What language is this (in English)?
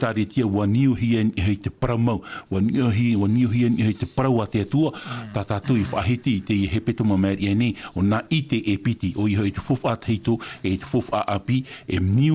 Tahitian